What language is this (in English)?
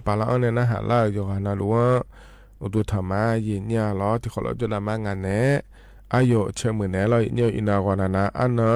Akha